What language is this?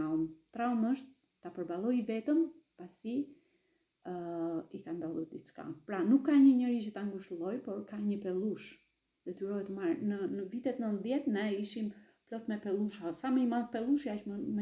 Albanian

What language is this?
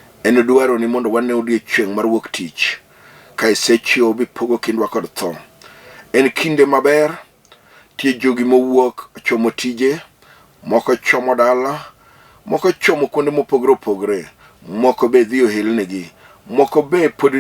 Luo (Kenya and Tanzania)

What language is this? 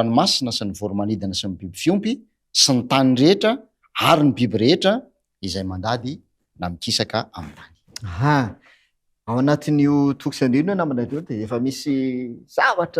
Malagasy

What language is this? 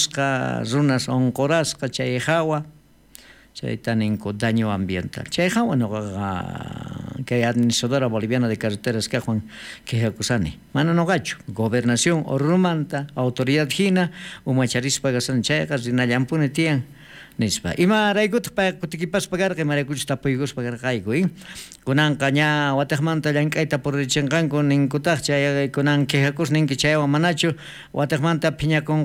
South Bolivian Quechua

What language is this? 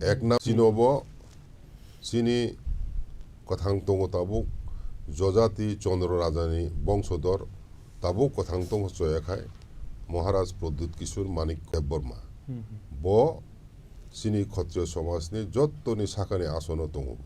Kok Borok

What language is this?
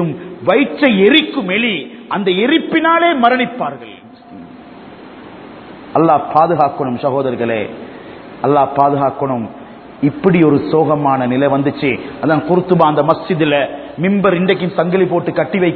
Tamil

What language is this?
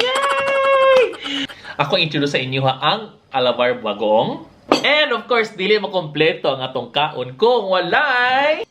Cebuano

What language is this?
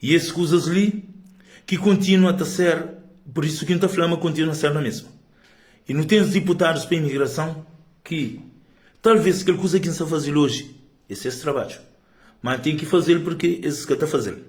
Kabuverdianu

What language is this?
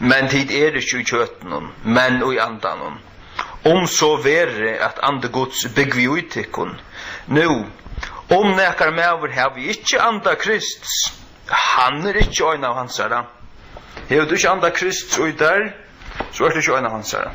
Faroese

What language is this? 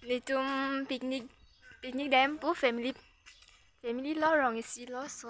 Karbi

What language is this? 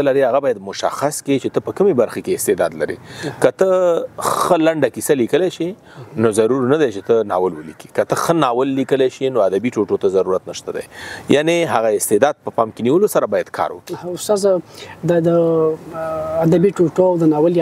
Pashto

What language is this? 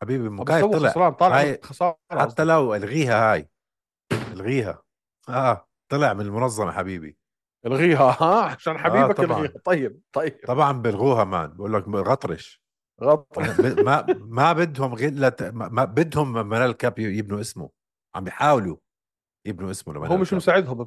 North Levantine Arabic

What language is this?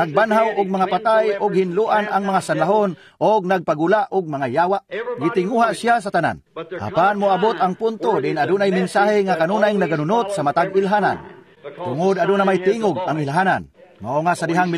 Cebuano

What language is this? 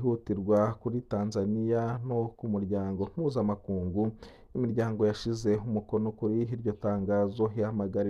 Rundi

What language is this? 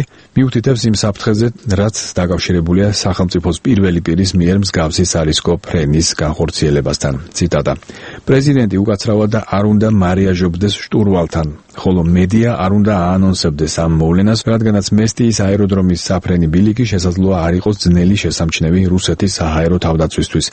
Georgian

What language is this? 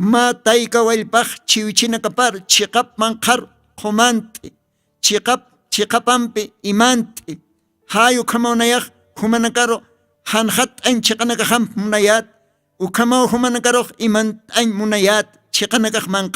Aymara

